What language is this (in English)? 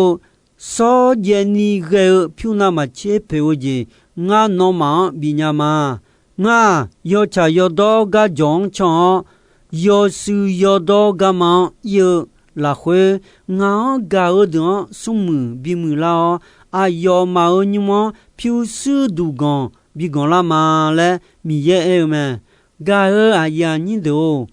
Akha